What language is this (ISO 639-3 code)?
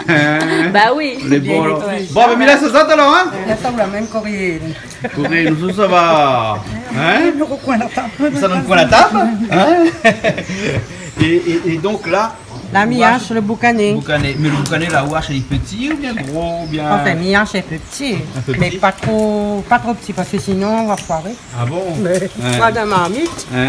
rcf